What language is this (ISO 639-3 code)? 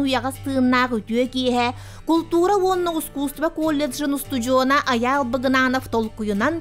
sah